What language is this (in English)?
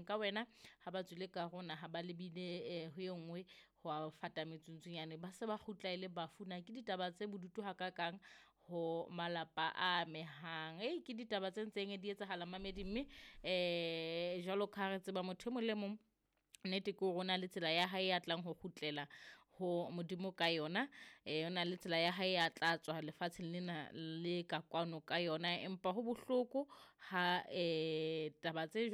Southern Sotho